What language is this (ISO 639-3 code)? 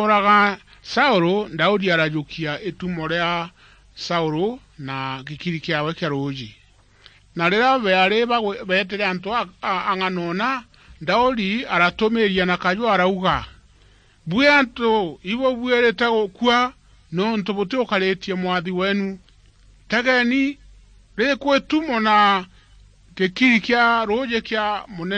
mer